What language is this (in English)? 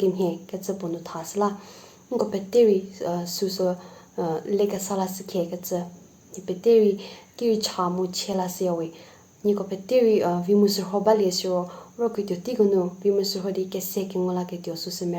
Angami Naga